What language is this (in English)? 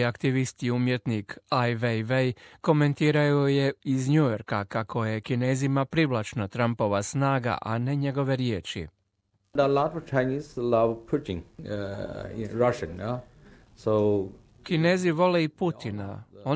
Croatian